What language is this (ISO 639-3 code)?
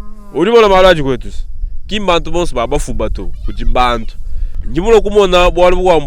lua